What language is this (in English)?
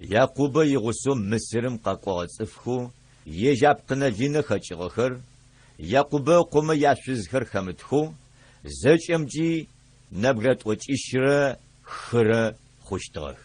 Adyghe